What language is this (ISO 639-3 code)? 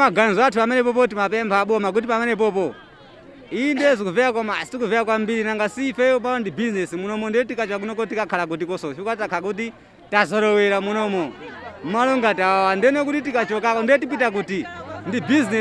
nya